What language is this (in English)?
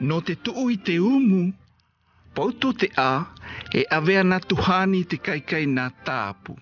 South Marquesan